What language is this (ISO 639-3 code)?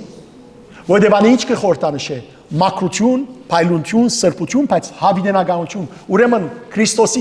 hyw